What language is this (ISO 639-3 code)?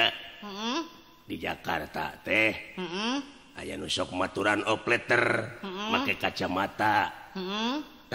sun